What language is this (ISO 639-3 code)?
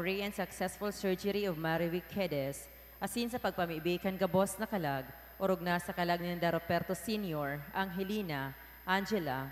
bik